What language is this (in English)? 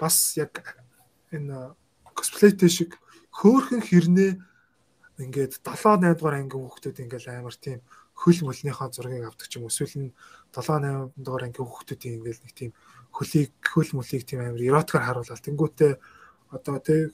Mongolian